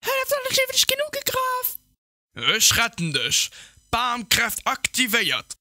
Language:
Luxembourgish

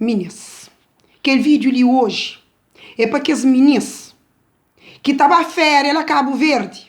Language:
Kabuverdianu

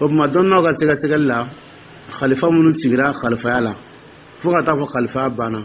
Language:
Dyula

